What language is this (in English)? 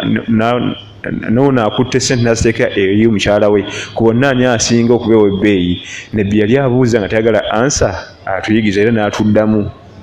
Ganda